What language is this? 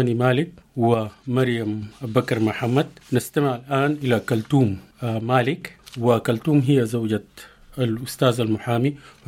Sudanese Arabic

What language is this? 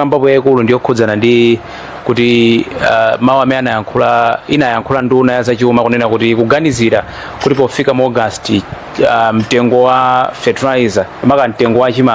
Nyanja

